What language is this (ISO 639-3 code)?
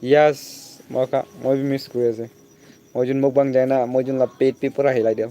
nag